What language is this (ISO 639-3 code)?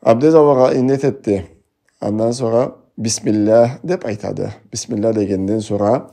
krc